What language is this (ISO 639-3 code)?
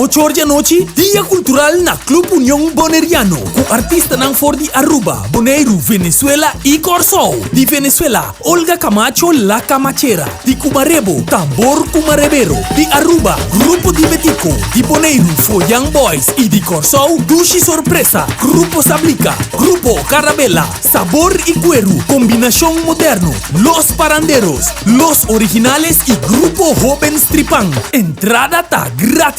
pap